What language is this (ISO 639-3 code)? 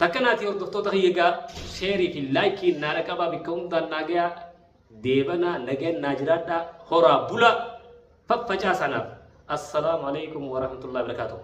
orm